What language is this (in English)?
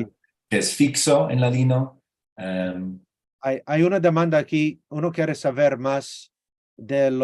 Ladino